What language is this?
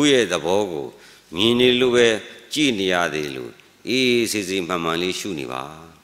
Burmese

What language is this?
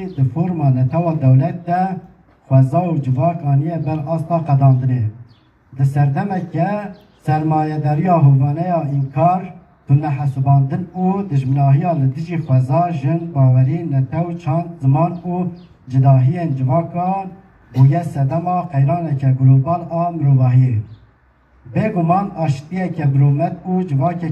Kurdish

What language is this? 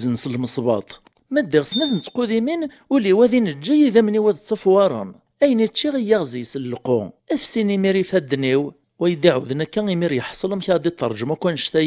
Kabyle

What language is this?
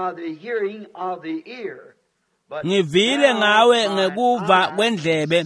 Swati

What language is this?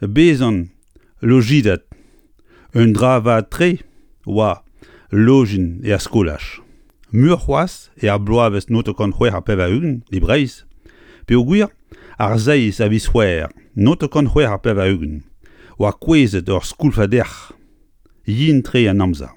Breton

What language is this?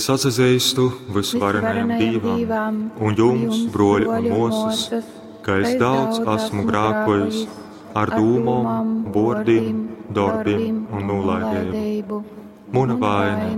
Latgalian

